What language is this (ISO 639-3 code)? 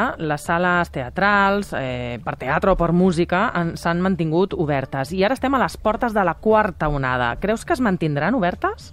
cat